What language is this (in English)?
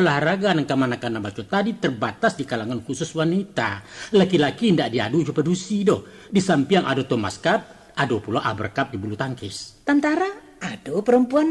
Minangkabau